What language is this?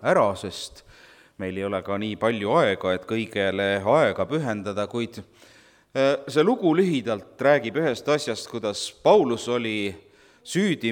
Estonian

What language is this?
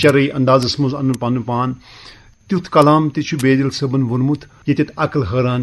Kashmiri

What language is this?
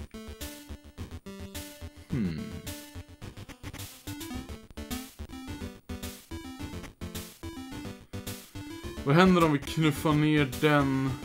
Swedish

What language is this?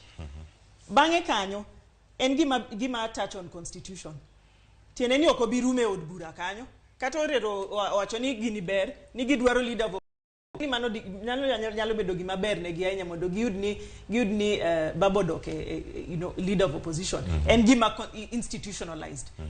Luo (Kenya and Tanzania)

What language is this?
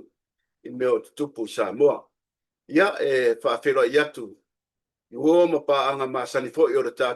Samoan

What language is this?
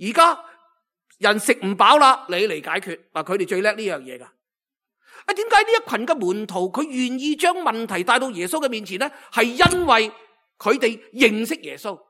Cantonese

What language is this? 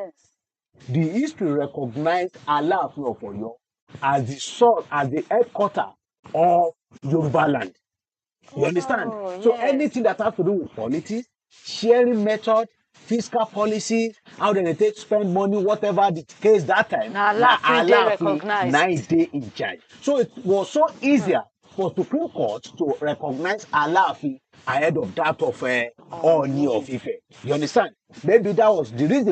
Nigerian Pidgin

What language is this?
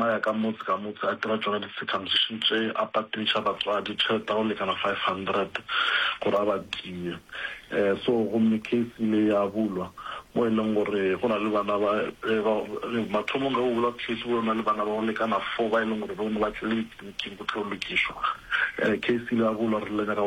Northern Sotho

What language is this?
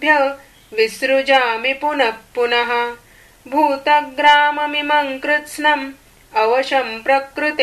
Sanskrit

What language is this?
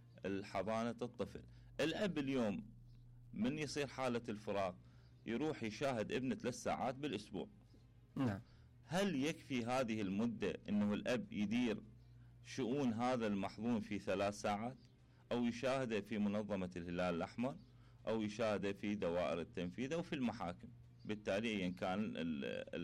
Mesopotamian Arabic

